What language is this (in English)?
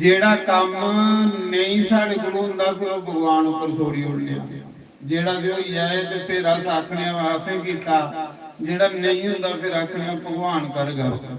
Dogri